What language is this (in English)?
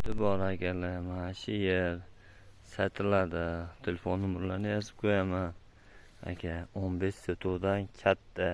Uzbek